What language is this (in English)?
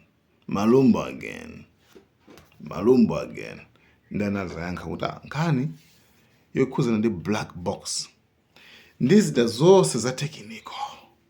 Nyanja